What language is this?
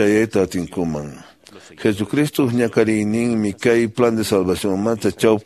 Quechua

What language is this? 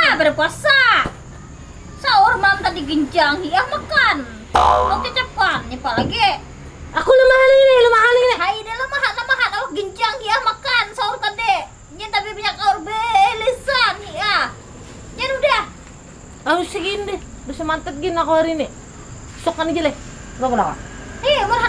Banjar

